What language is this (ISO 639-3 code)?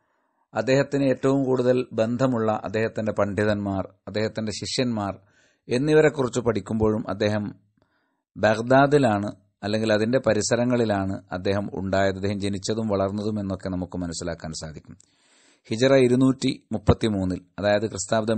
mal